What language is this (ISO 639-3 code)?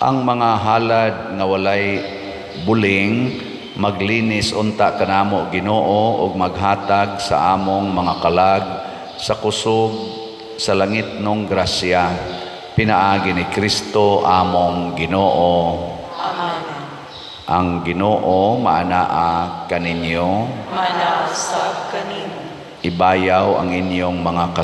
ceb